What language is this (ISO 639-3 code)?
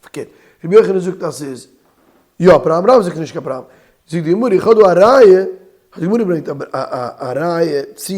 yid